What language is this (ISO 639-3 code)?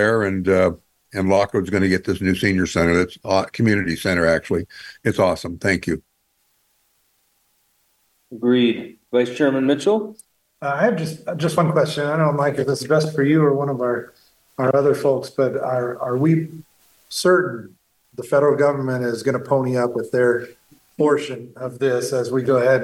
eng